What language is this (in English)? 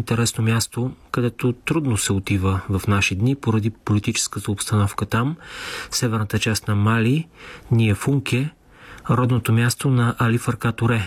Bulgarian